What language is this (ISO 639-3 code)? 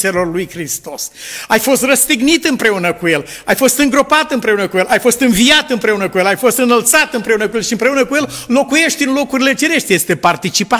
ron